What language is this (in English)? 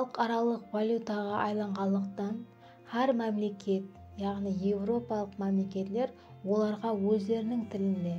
Kara-Kalpak